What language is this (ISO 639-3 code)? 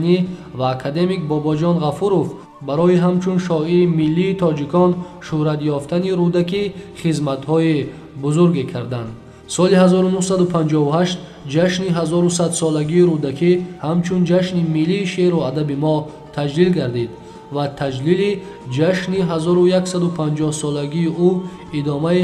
tgk